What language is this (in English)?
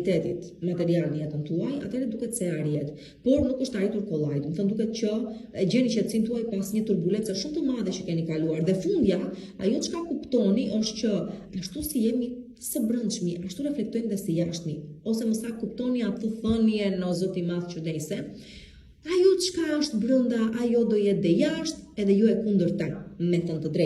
Albanian